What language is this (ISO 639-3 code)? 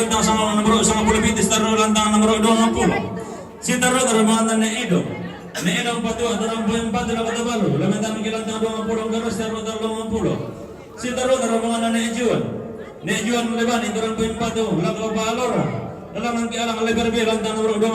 sda